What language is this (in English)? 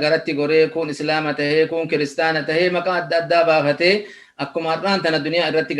Oromo